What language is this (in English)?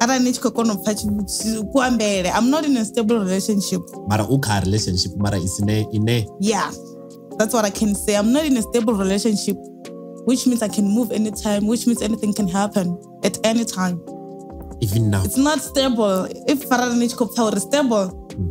Venda